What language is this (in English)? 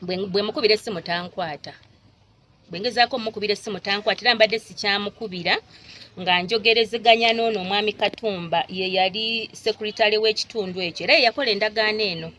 Ganda